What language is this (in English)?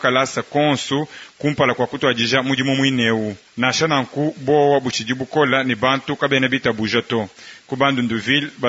Luba-Lulua